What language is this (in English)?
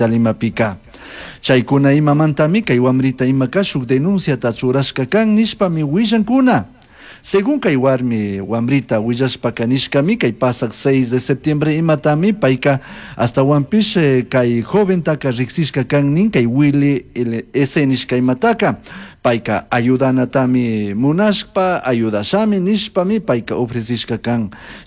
Chimborazo Highland Quichua